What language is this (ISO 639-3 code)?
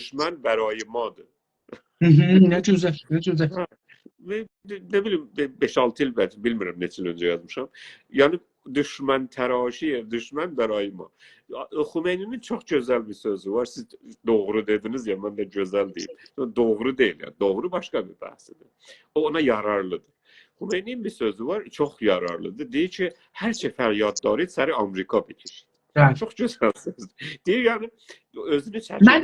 azb